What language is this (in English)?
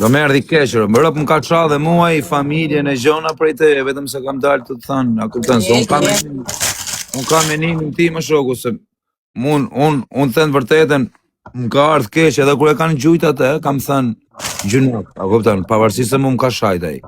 Albanian